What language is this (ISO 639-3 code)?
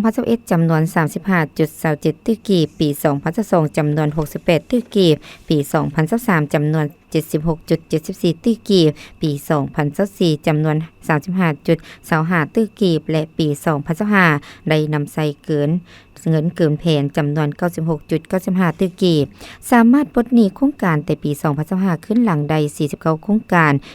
lao